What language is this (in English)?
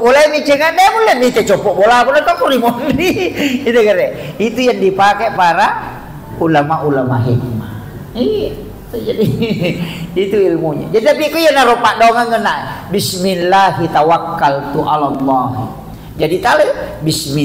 Buginese